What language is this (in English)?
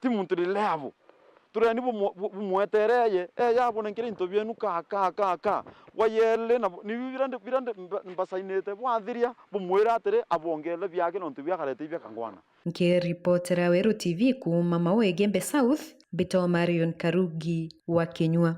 Meru